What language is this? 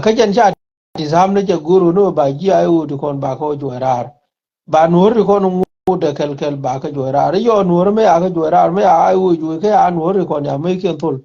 Nuer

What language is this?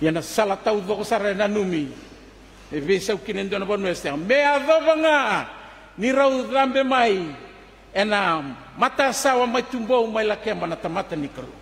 Fijian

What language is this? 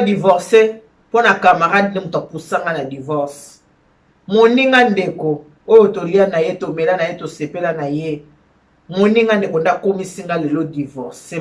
Lingala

